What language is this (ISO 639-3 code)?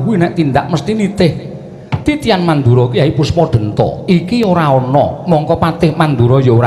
jav